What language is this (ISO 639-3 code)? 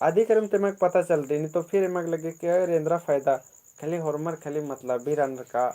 kru